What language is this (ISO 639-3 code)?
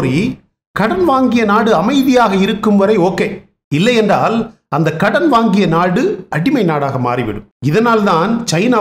tam